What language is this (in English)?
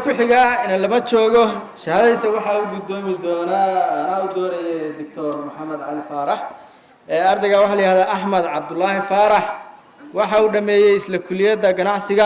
Somali